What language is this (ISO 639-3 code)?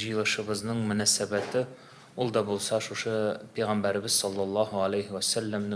tat